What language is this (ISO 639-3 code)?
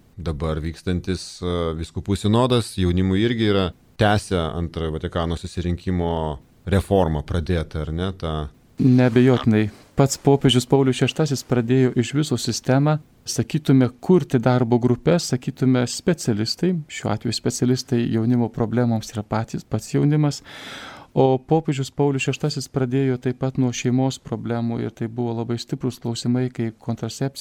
lit